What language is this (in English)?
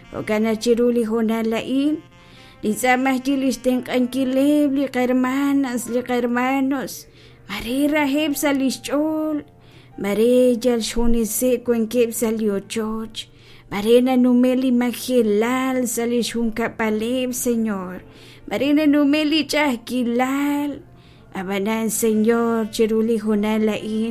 Kekchí